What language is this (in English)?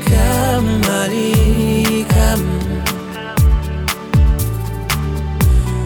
Kazakh